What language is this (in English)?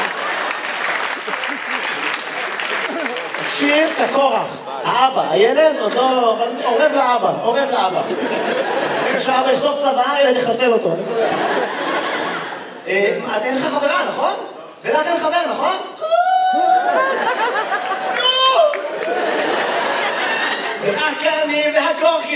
Hebrew